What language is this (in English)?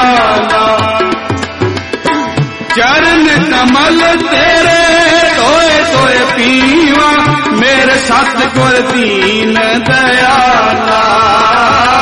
Punjabi